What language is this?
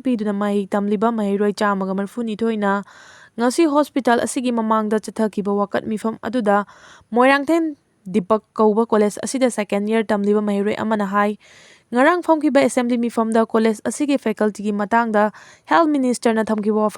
Manipuri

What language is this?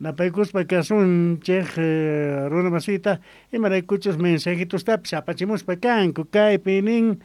South Bolivian Quechua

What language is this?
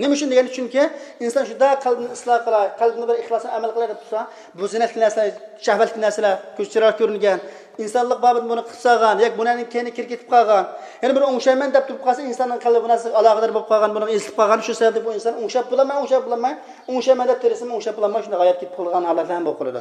Uyghur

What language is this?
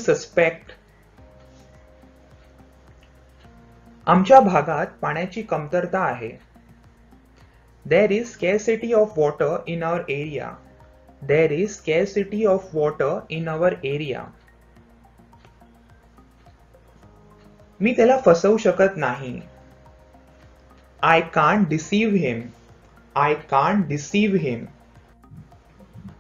Marathi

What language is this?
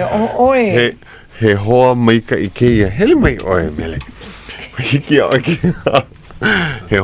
Hawaiian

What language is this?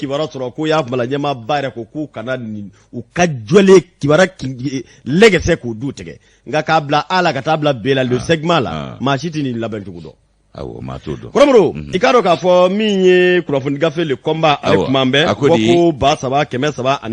Bambara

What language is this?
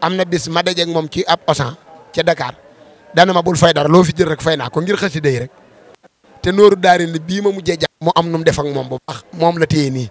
Wolof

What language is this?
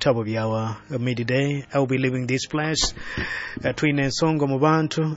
Nyoro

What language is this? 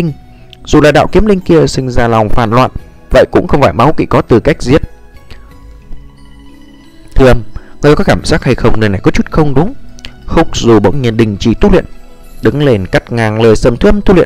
Vietnamese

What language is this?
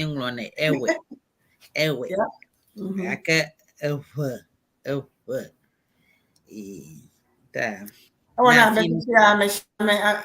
Ewe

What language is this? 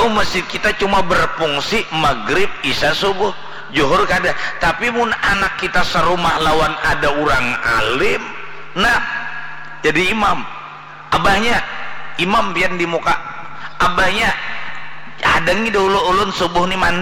Banjar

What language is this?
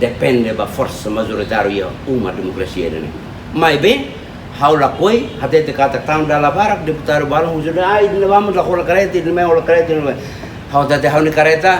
Tetum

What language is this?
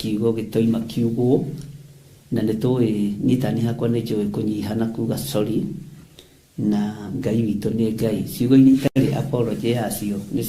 Kikuyu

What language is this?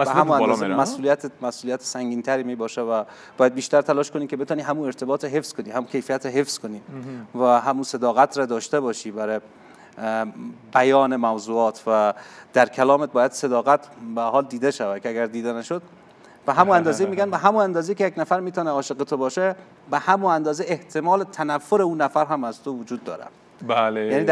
Persian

